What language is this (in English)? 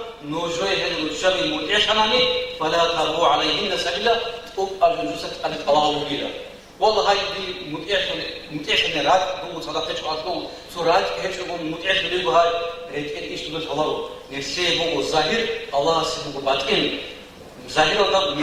Avaric